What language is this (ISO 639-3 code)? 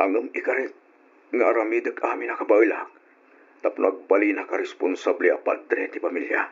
ilo